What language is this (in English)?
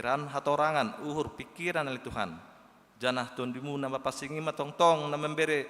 Batak Simalungun